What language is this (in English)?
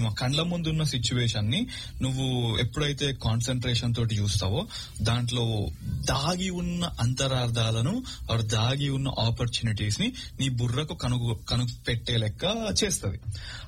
Telugu